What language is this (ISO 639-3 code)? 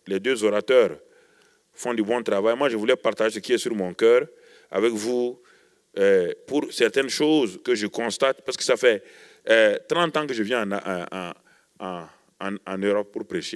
fra